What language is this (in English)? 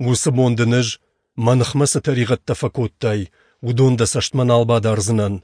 Ossetic